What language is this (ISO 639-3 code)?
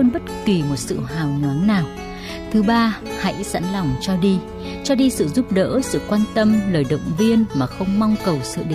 vie